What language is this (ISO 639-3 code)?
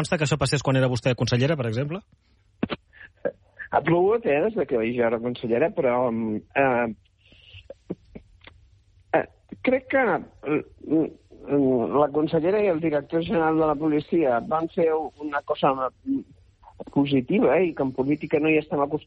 cat